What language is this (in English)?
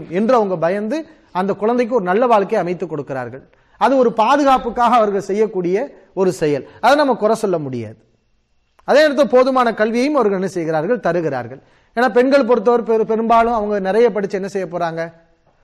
Tamil